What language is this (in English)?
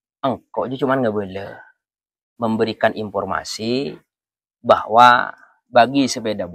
Madurese